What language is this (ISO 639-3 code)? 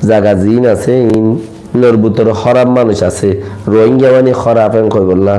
rhg